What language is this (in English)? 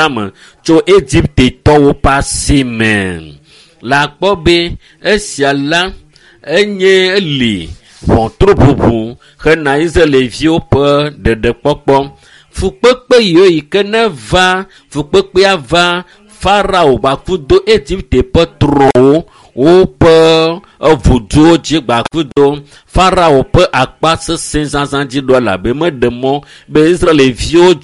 Ewe